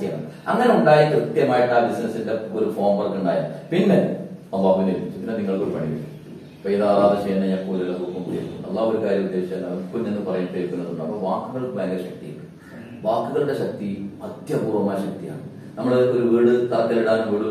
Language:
Malayalam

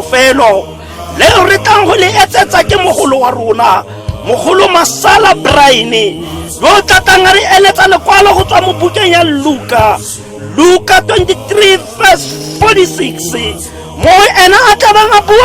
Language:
Tswana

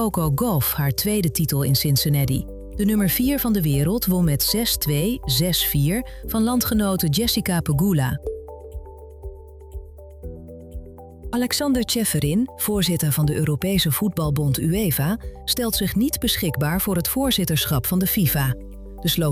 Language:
Dutch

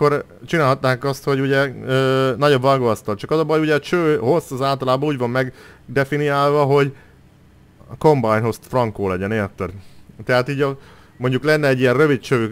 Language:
Hungarian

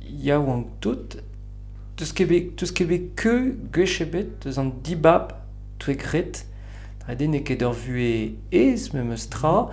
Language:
Breton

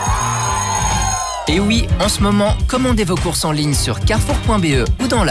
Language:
French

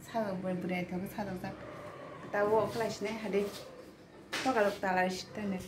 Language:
Kok Borok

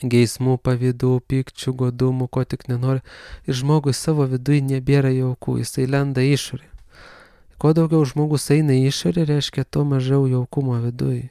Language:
Lithuanian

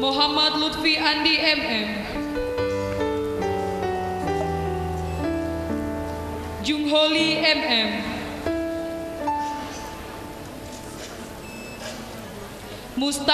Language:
Indonesian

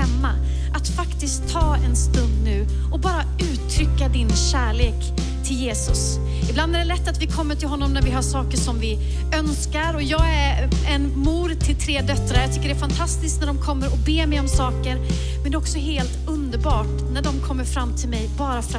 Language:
Swedish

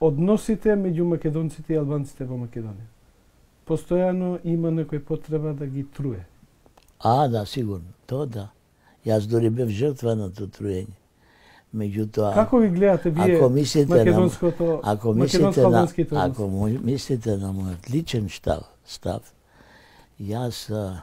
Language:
Macedonian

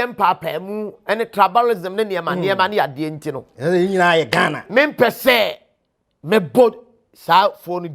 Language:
Akan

